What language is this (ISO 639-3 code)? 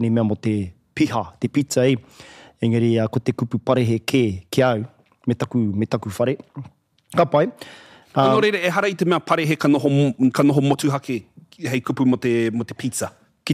mri